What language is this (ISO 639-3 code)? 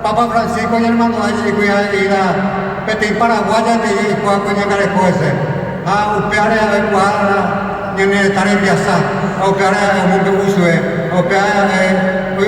grn